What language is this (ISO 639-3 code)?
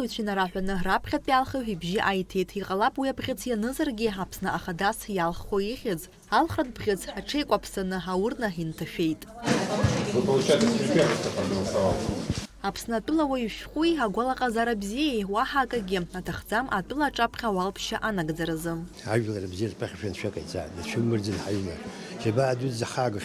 abk